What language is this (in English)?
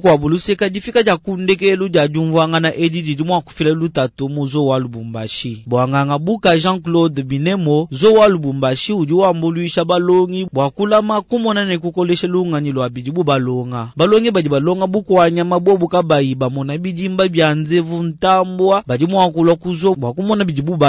Luba-Lulua